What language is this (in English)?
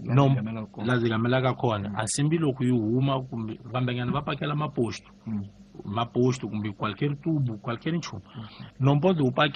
Tsonga